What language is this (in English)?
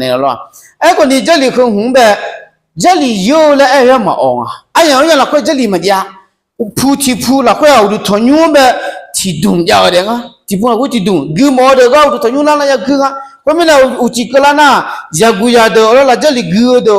Akha